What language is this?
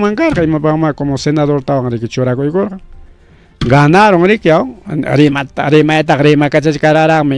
Ayacucho Quechua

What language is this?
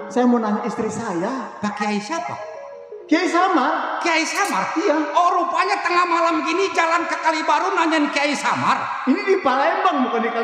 Betawi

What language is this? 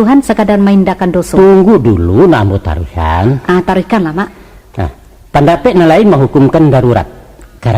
Minangkabau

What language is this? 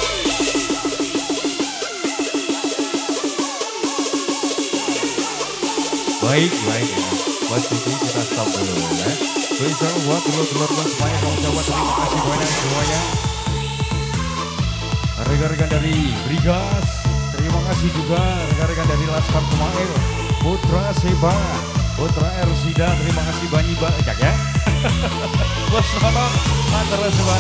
Indonesian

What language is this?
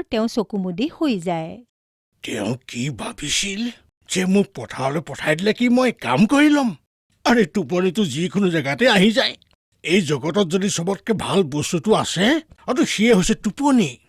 Assamese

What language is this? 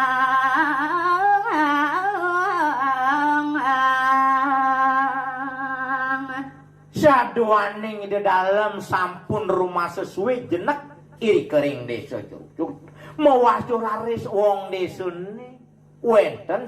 Balinese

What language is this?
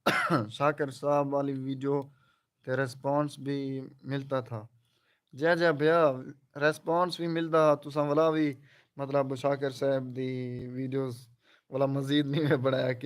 Saraiki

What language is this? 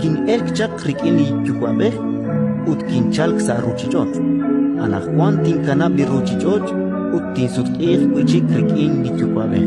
Kekchí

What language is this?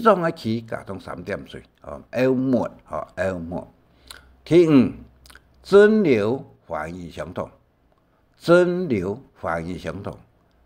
Hakka Chinese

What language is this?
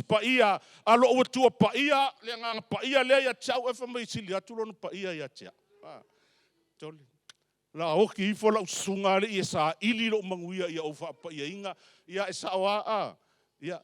Samoan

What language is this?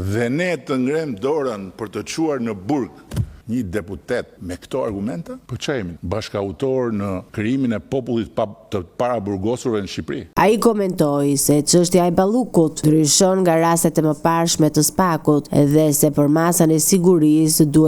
Albanian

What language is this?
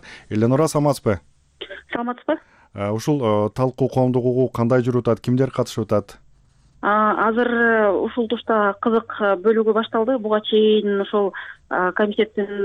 Kyrgyz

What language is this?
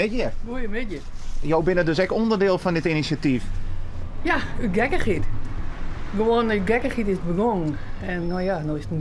Western Frisian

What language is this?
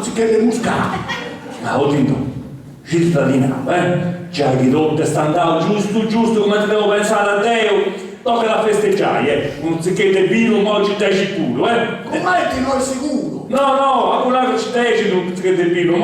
Sardinian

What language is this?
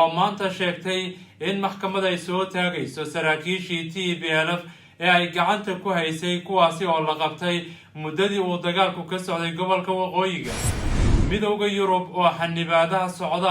Somali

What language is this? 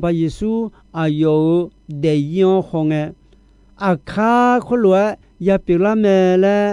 Akha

